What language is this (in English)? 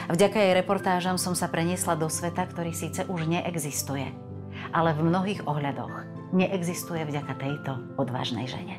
Slovak